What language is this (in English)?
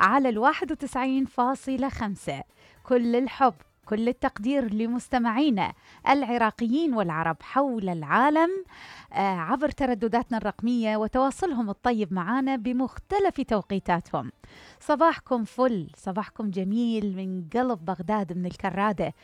Mesopotamian Arabic